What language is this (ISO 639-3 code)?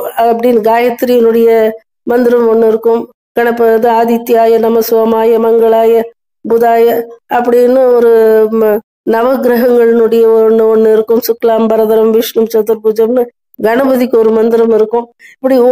tam